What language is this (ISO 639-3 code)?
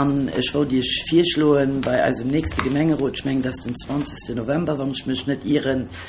ltz